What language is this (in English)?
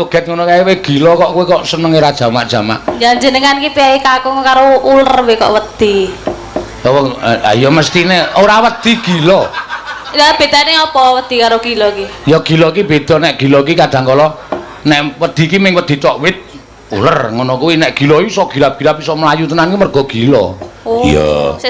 Javanese